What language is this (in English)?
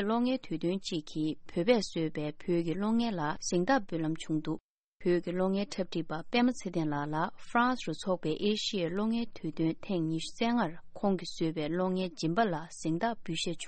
Tibetan